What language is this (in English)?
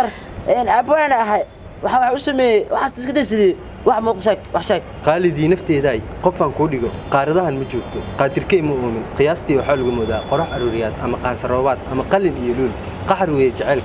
Somali